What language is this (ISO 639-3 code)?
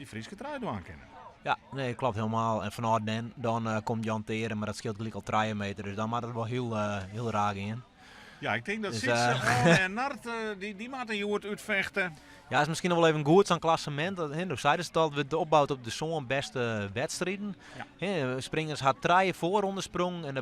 fry